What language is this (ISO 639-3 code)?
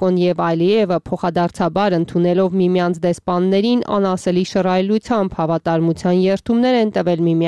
hye